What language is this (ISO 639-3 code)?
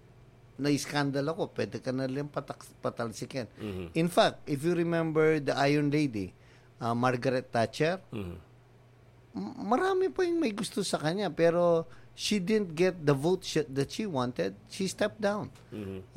fil